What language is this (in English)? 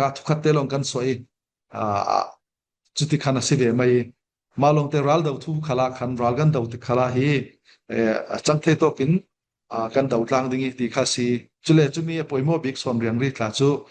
Falam Chin